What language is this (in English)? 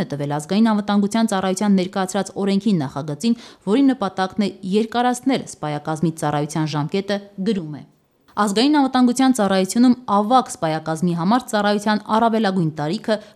Armenian